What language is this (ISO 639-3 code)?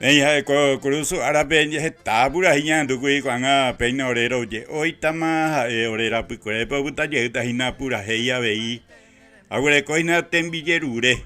grn